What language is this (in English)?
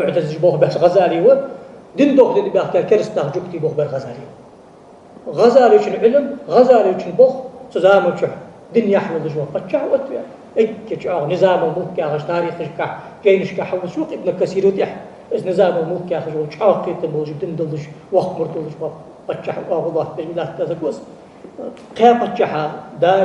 Ingush